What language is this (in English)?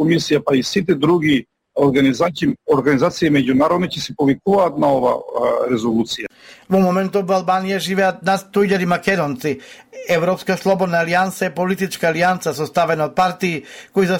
Macedonian